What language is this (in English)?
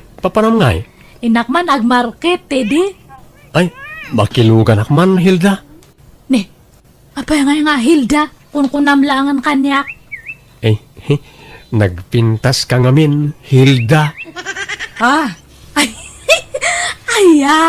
Iloko